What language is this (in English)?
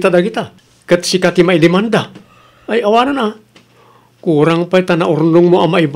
Iloko